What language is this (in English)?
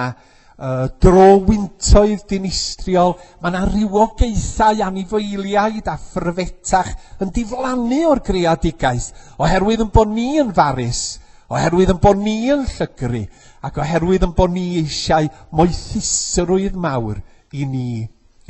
Welsh